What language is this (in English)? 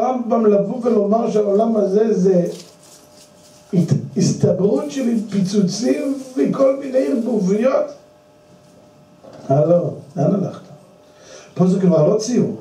Hebrew